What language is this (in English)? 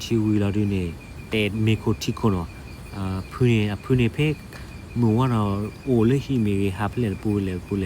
S'gaw Karen